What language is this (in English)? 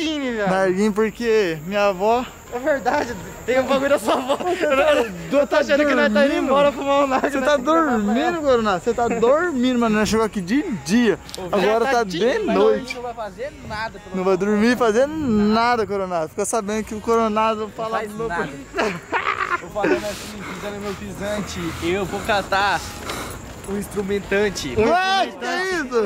Portuguese